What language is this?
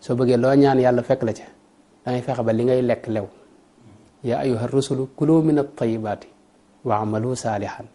Wolof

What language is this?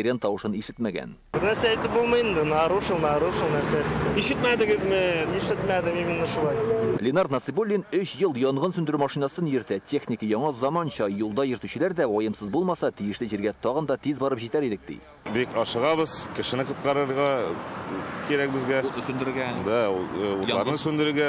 Tatar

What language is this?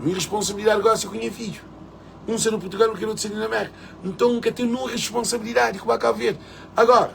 Kabuverdianu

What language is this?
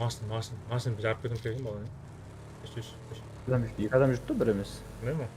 Kara-Kalpak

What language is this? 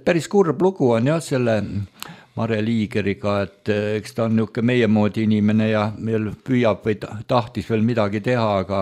Estonian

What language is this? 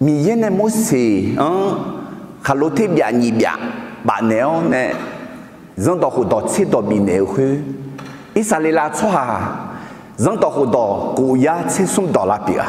Akha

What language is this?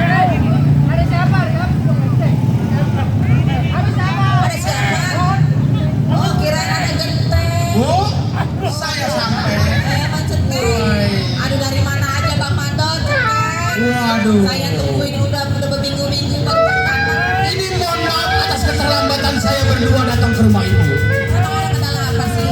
Betawi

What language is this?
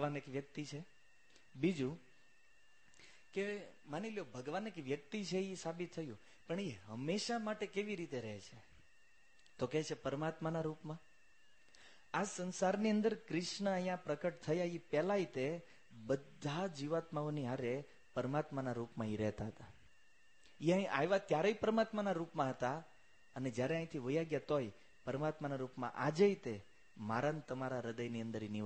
Gujarati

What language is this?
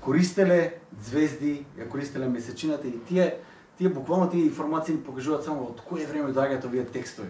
Macedonian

